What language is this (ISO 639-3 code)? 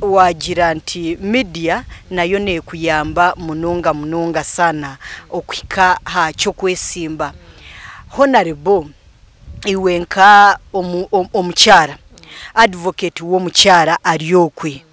nyn